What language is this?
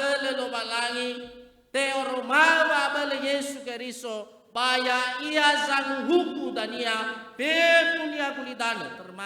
Nias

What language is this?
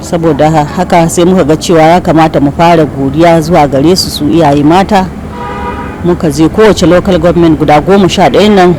Hausa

